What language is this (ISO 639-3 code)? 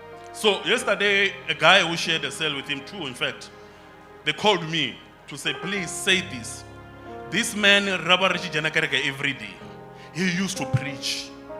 ven